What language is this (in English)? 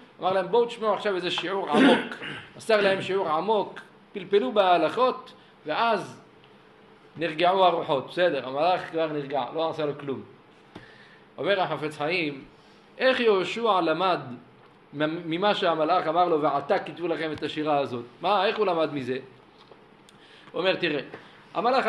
Hebrew